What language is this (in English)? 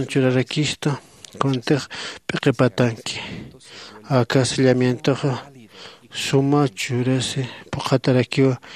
Aymara